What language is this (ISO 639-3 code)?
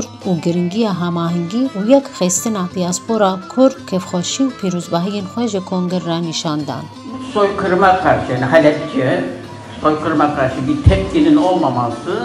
kur